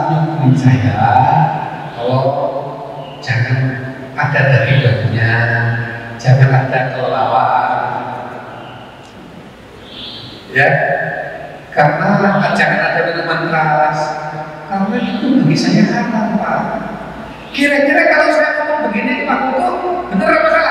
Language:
Indonesian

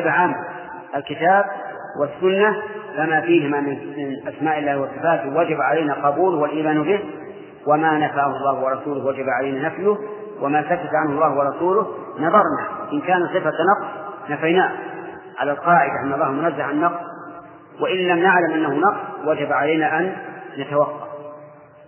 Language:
Arabic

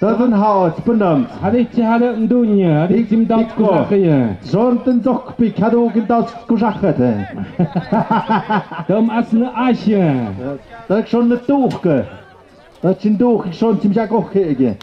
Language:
Tlahuitoltepec Mixe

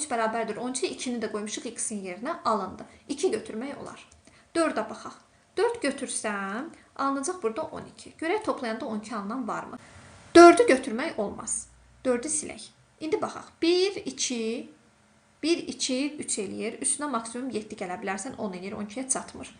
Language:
Azerbaijani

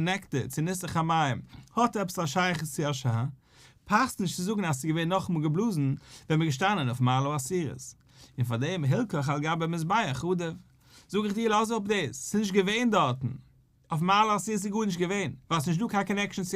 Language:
Yiddish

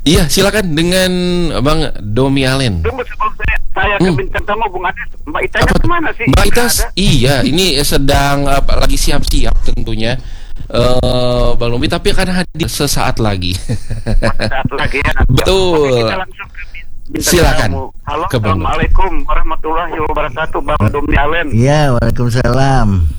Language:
Indonesian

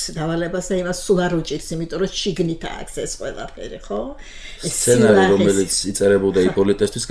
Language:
Georgian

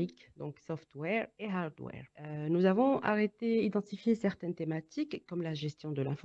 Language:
French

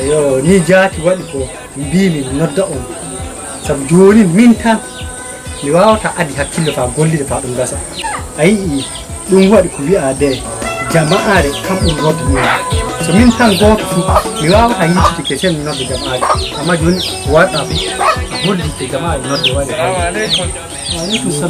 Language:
Nigerian Fulfulde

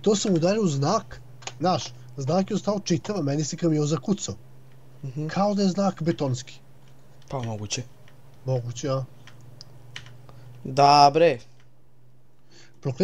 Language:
Serbian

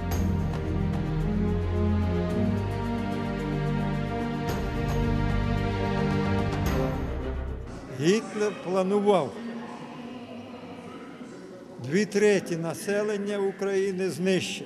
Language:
Ukrainian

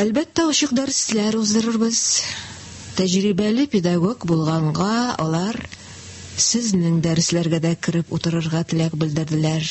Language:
Tatar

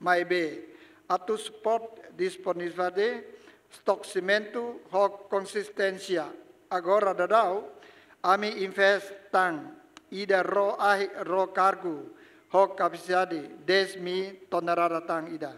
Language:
Tetum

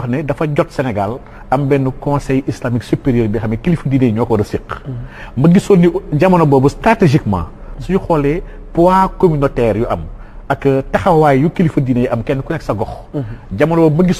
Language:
Wolof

